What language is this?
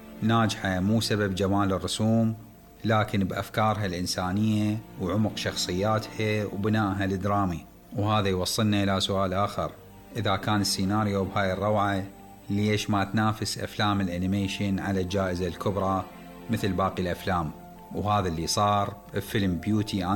Mesopotamian Arabic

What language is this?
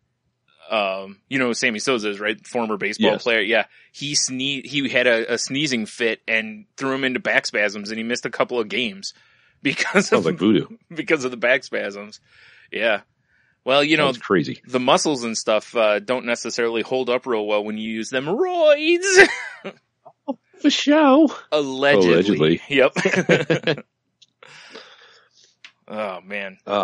English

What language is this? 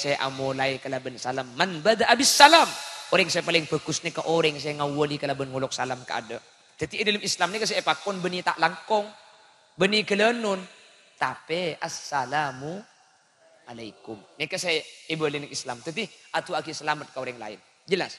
Madurese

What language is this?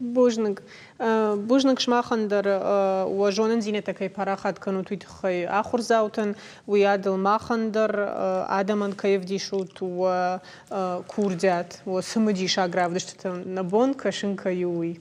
Ossetic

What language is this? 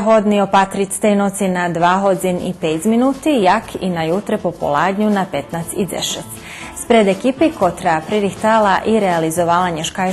Rusyn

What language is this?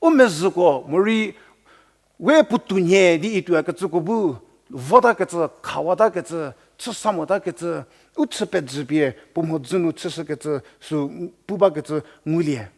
Angami Naga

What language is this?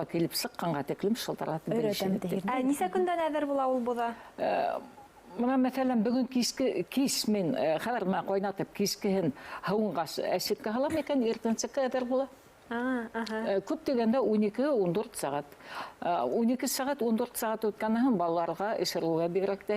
Bashkir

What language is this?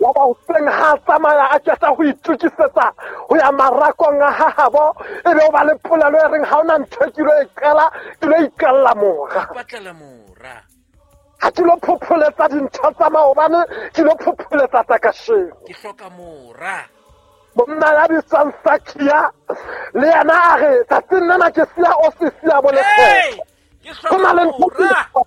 Southern Sotho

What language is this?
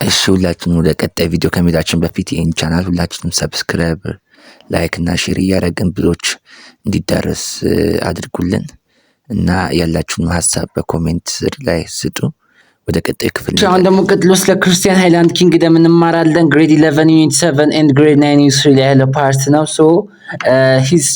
Amharic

